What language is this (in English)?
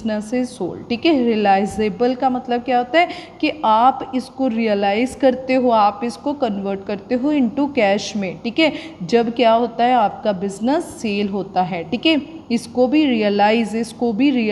Hindi